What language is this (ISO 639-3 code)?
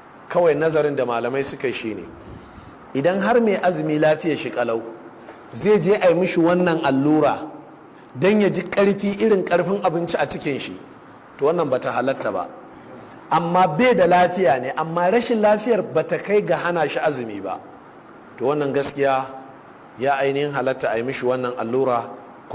hau